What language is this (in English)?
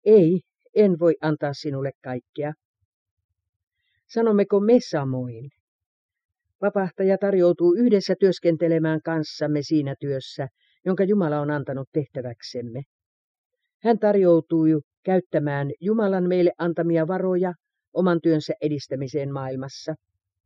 Finnish